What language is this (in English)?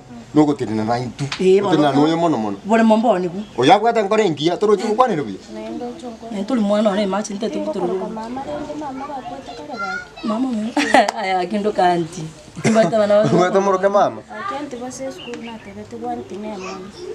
Gusii